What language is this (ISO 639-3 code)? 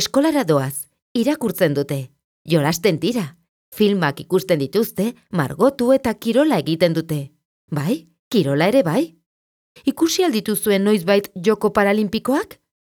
eus